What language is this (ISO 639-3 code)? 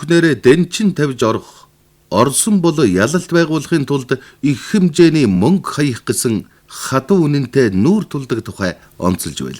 mon